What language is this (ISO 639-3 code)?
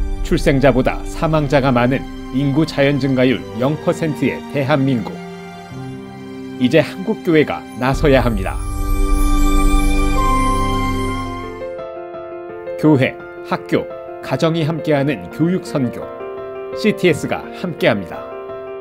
kor